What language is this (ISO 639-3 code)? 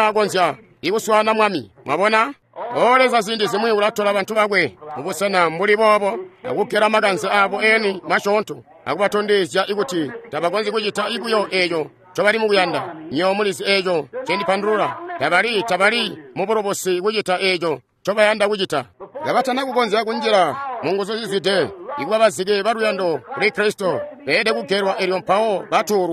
toi